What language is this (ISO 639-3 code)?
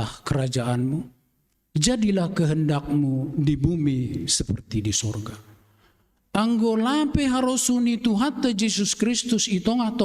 bts